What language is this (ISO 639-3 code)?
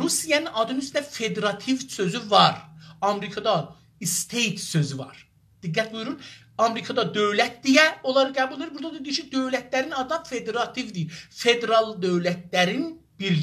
azb